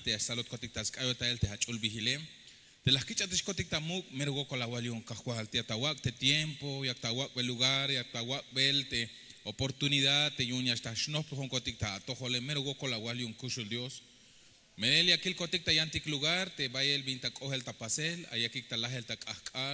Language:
Tzeltal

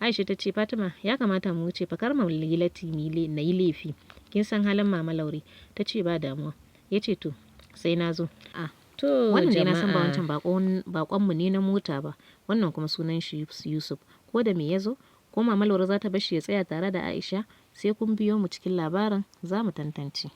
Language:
Hausa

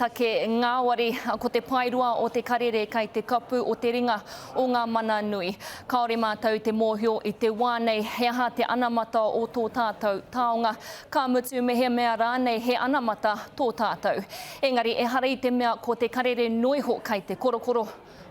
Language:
Māori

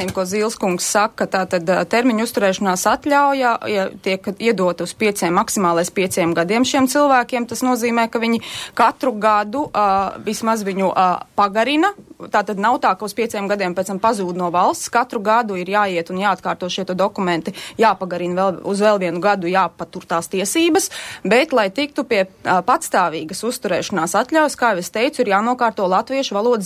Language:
Latvian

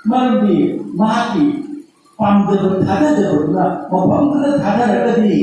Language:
Manipuri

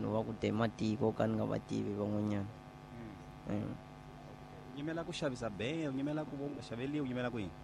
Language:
Tsonga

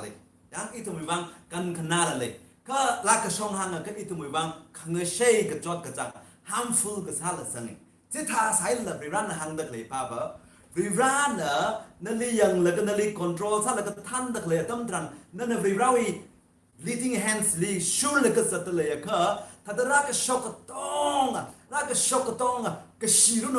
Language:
Tangkhul Naga (India)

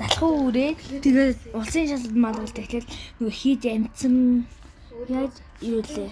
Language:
Mongolian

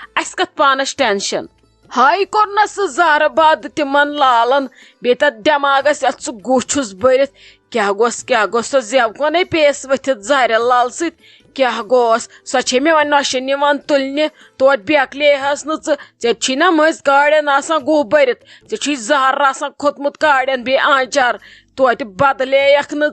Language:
Kashmiri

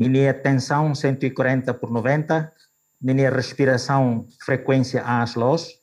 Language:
Tetum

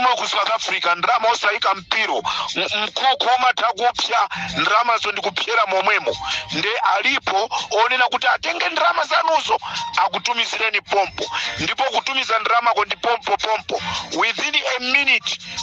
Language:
Nyanja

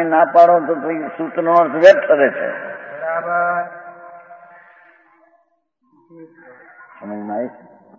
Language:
Gujarati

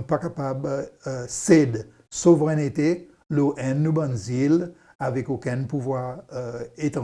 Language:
Seselwa Creole French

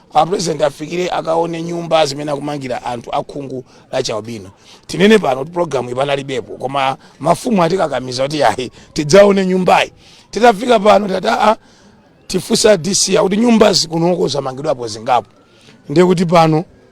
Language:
Nyanja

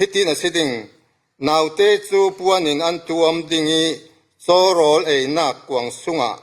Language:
Falam Chin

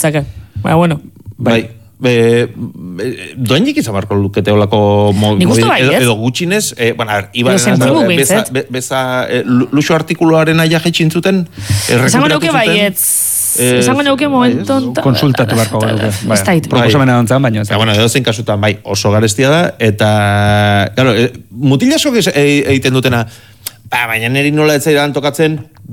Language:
Basque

